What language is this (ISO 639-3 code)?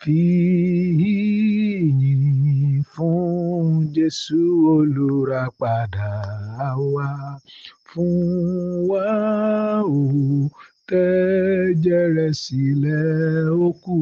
yor